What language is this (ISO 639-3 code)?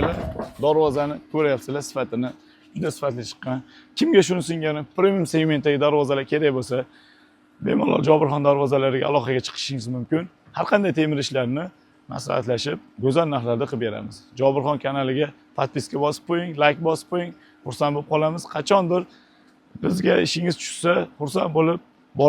uzb